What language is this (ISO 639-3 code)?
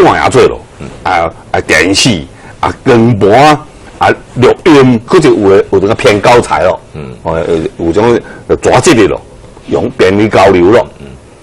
nan